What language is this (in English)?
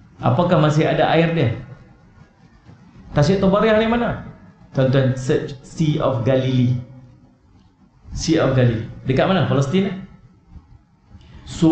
Malay